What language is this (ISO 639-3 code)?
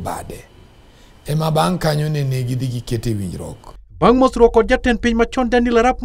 luo